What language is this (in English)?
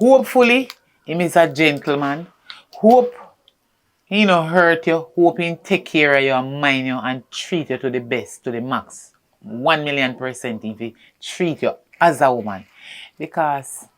Jamaican Creole English